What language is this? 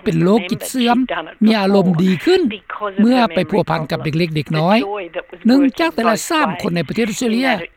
Lao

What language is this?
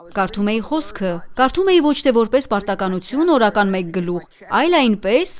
Armenian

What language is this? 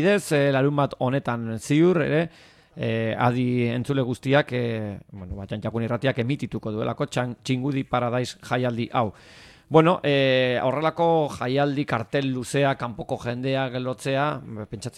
Basque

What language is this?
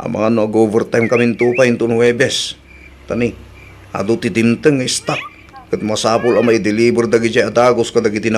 Iloko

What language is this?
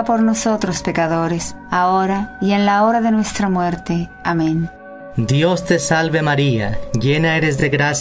Spanish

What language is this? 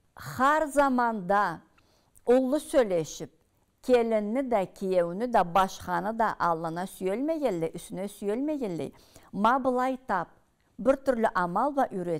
Karachay-Balkar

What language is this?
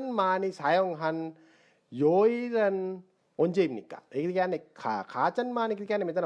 Sinhala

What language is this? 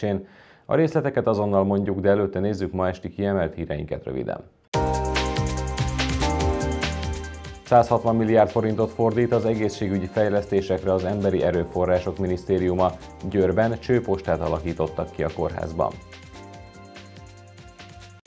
Hungarian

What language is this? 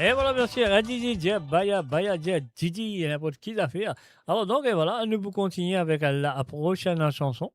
Morisyen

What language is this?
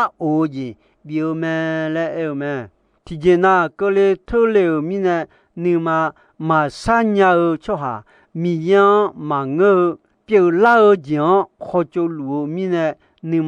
Akha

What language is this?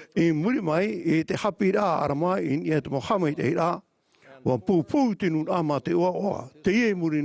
Tahitian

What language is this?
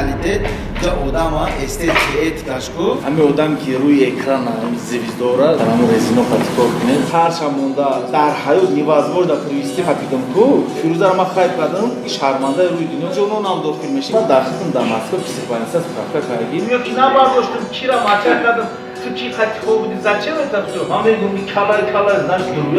Tajik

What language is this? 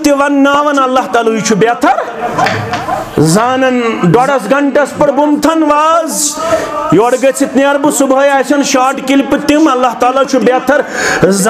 Kashmiri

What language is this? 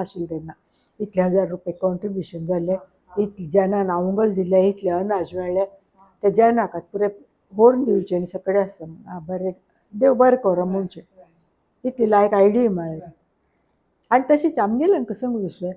Konkani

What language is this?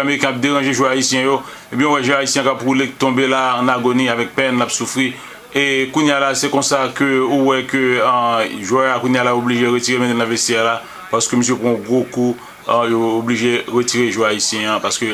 Haitian Creole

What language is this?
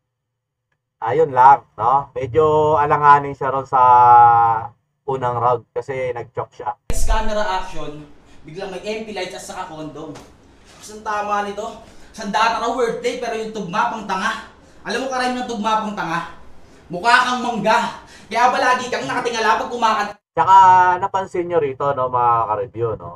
Filipino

